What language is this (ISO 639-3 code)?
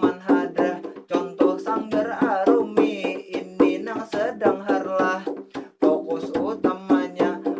bjn